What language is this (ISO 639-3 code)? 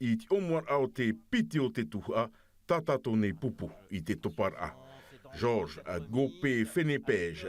tah